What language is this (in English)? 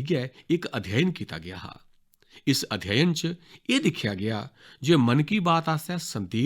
Dogri